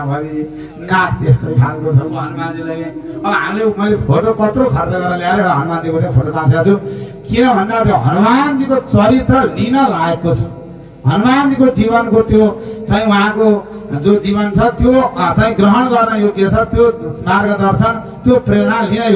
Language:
Nepali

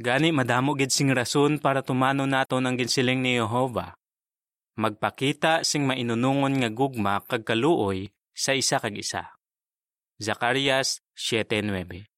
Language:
Hiligaynon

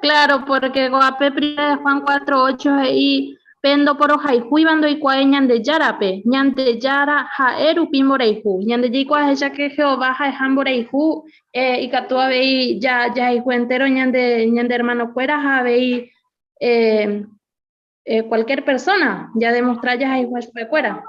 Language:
Guarani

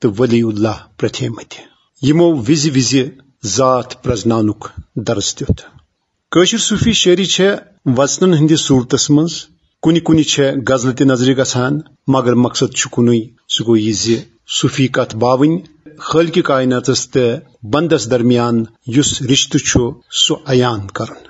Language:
Kashmiri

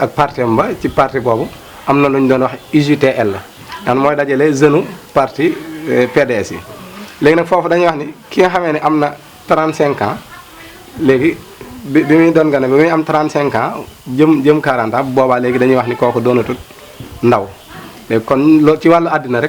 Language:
Wolof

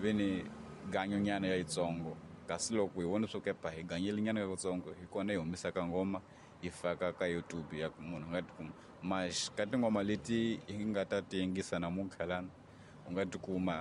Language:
Tsonga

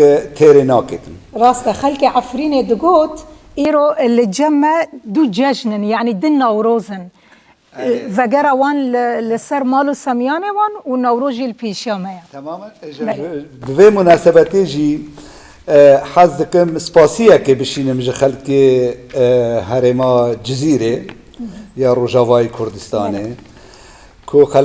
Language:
Kurdish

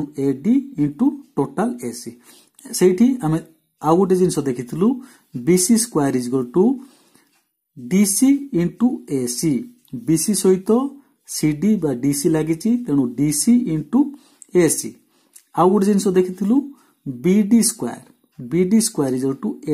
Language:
Odia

